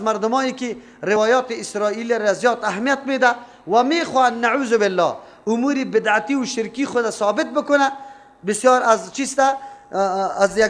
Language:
Persian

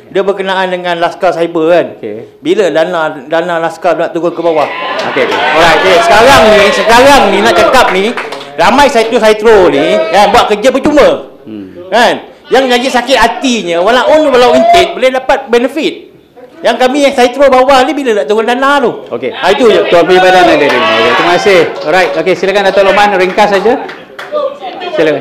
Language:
Malay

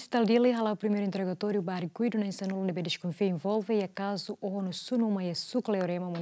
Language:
Tetum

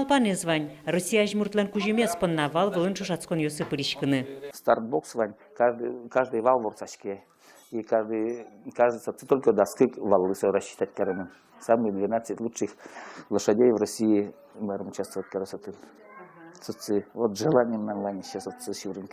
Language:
Udmurt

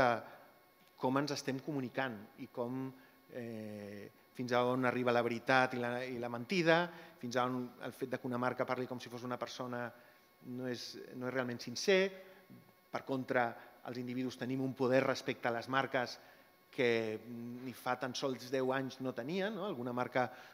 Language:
Catalan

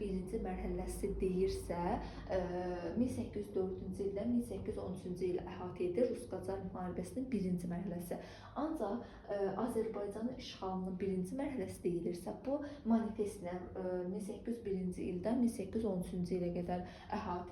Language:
Azerbaijani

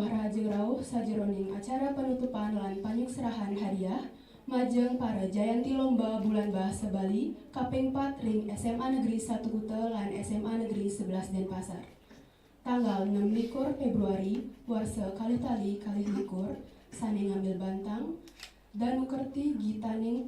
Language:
Balinese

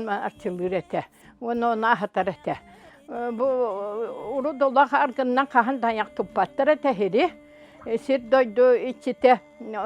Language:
Yakut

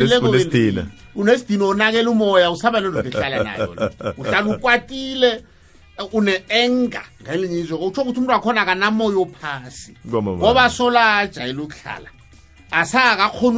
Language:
South Ndebele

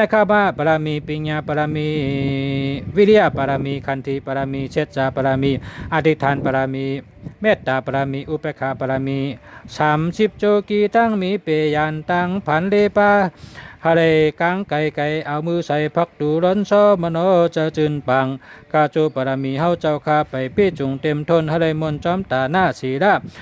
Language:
Shan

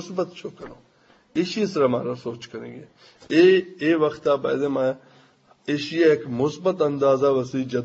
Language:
Eastern Balochi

